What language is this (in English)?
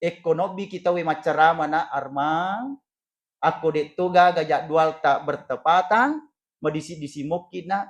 Buginese